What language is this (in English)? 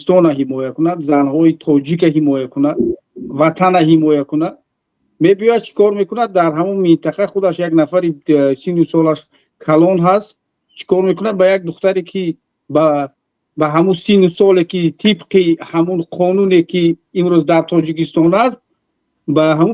Tajik